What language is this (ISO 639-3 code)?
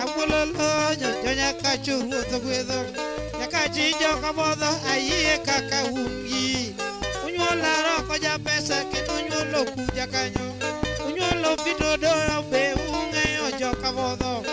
luo